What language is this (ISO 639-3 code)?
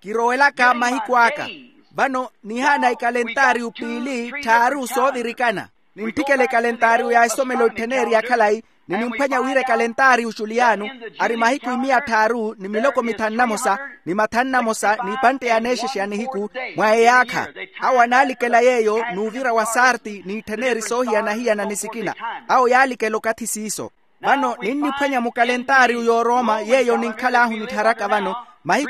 vmw